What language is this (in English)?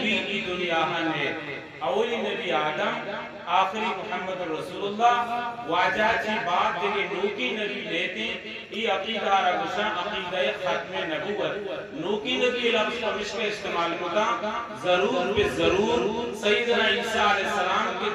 Eastern Balochi